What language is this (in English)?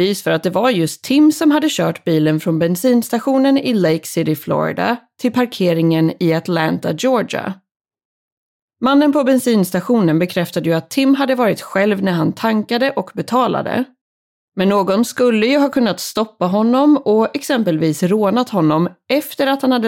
Swedish